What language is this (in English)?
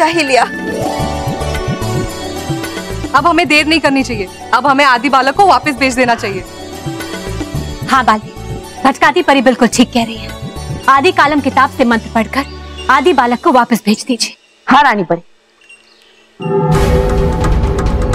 Hindi